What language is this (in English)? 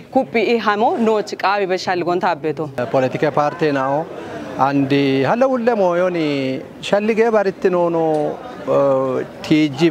Kafa